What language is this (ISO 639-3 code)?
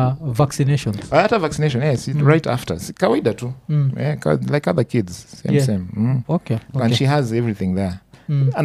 swa